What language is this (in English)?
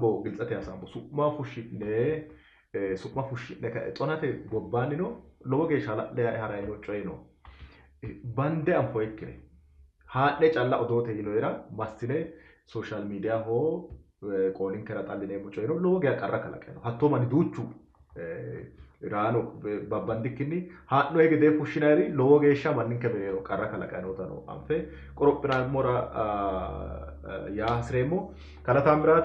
Sidamo